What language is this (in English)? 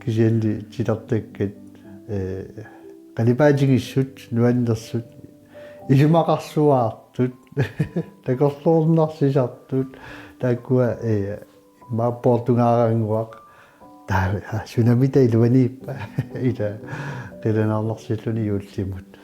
Kalaallisut